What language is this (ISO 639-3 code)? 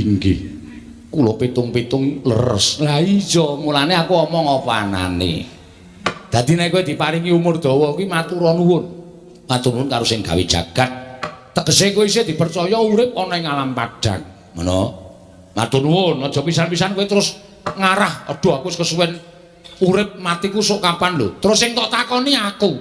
jav